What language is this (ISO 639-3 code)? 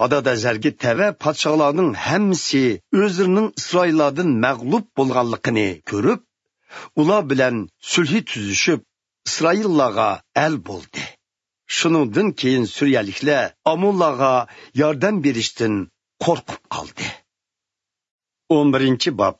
uig